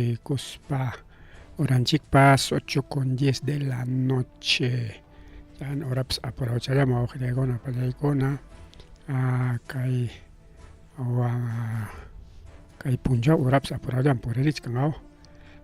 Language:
Ayacucho Quechua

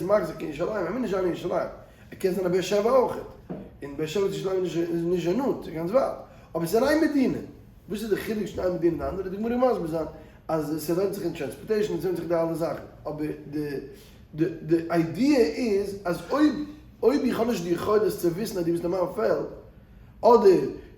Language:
Yiddish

